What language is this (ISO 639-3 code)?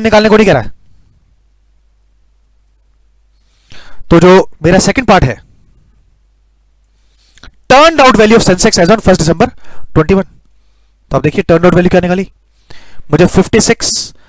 hin